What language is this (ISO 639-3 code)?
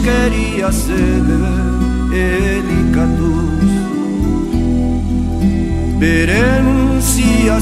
eus